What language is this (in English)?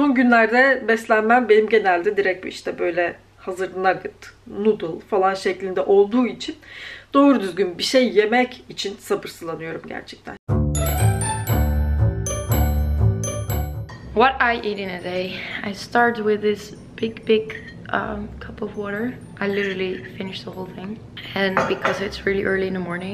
Turkish